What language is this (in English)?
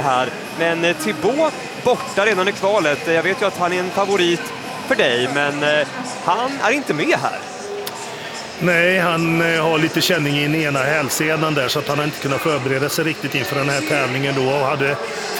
Swedish